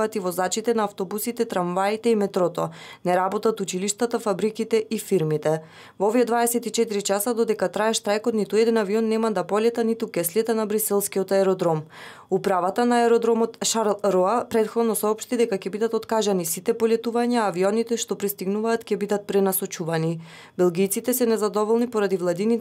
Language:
Macedonian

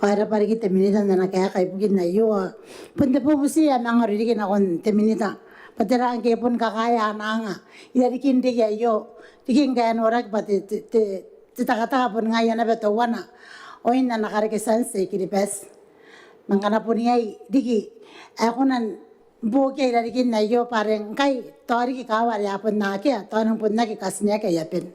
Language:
Gilbertese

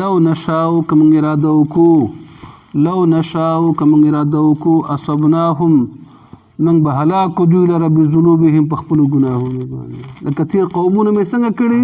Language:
Pashto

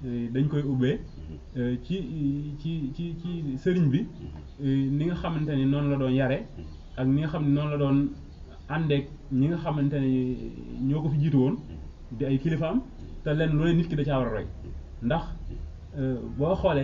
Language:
Wolof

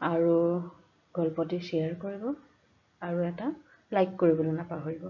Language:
Assamese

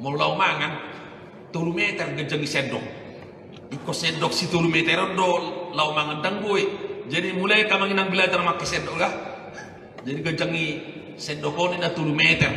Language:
Batak Toba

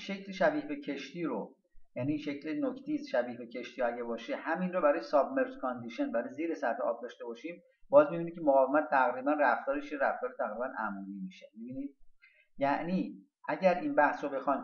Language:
Persian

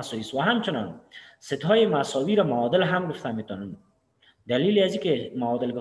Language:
Persian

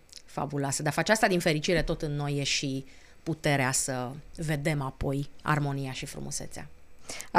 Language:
Romanian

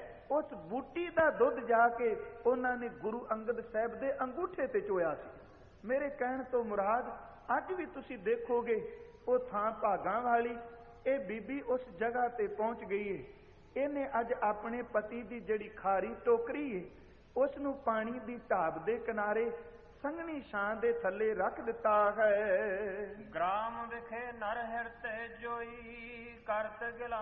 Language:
Punjabi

